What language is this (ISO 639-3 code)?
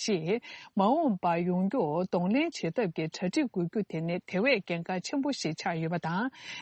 bod